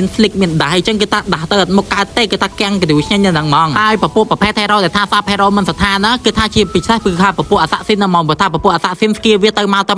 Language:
Khmer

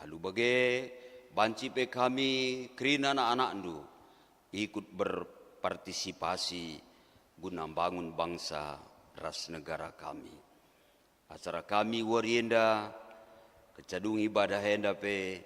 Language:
Batak Karo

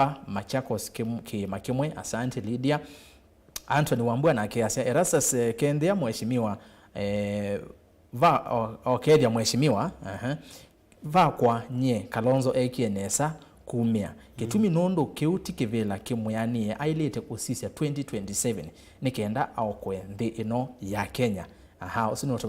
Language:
Kamba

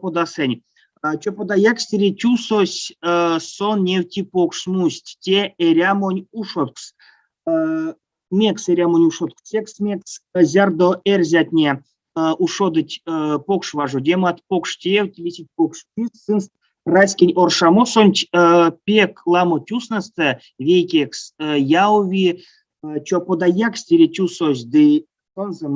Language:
Erzya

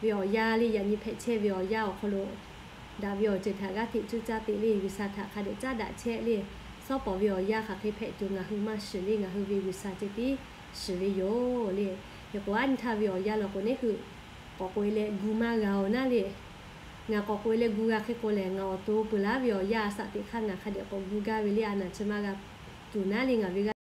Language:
Lahu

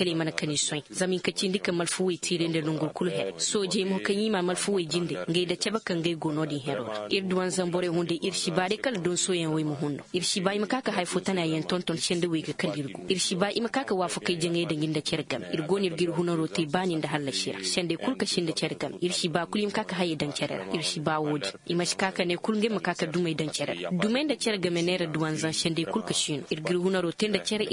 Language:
Koyraboro Senni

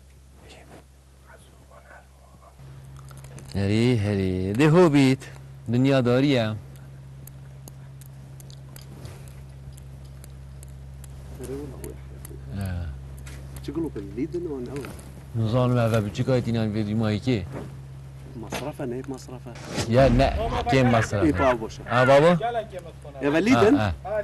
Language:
Kurdish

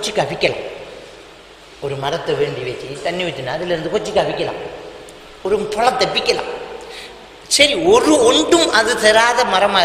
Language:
Tamil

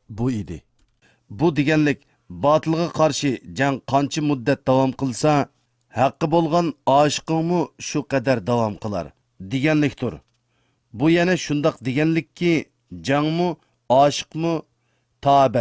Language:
Uyghur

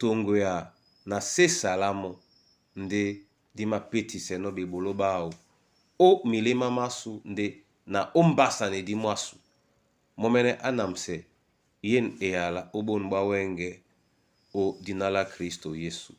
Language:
Duala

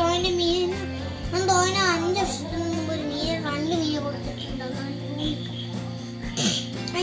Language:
Malayalam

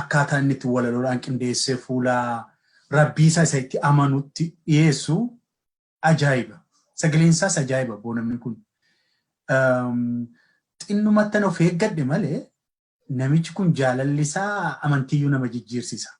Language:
Oromo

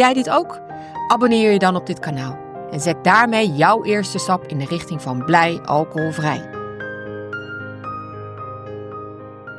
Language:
Dutch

